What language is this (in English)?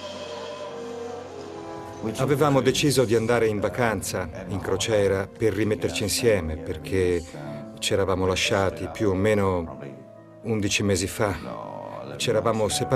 Italian